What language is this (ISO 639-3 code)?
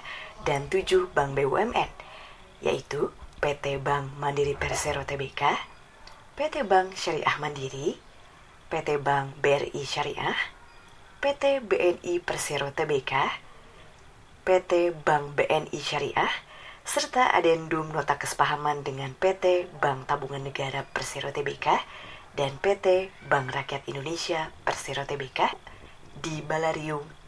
ind